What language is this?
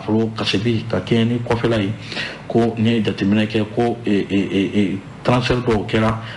Bambara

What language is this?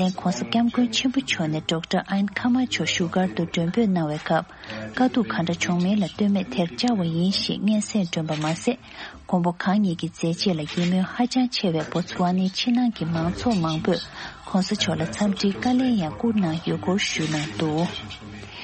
Tibetan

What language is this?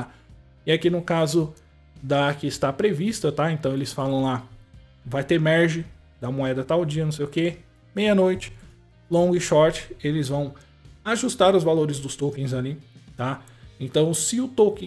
Portuguese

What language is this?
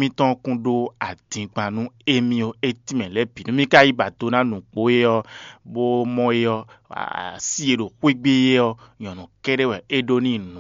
Fon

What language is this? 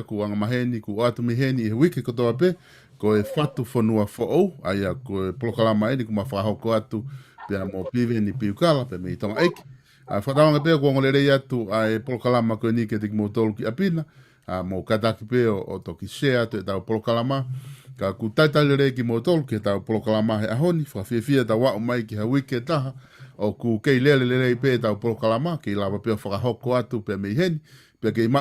Tongan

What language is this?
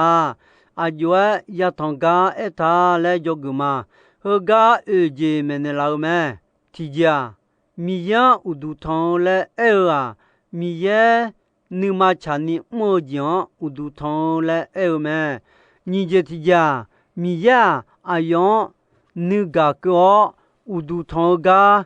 Akha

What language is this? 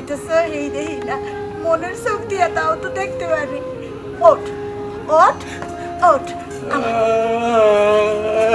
Bangla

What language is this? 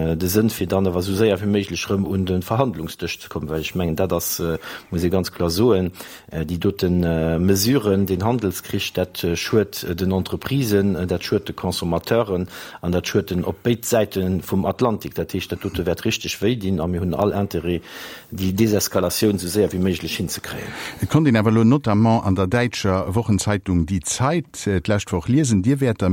Luxembourgish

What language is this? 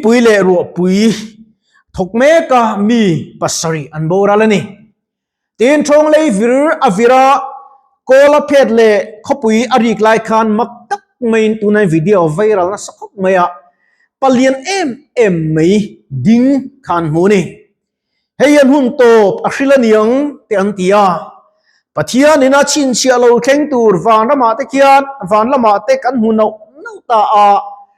Mizo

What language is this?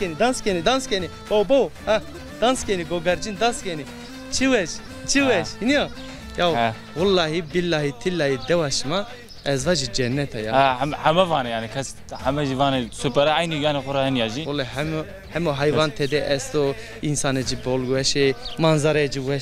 Zaza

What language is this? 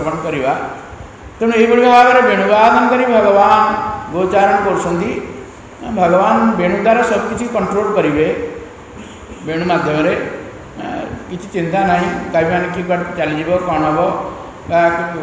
Odia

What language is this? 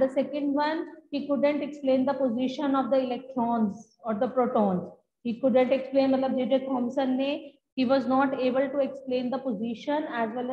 English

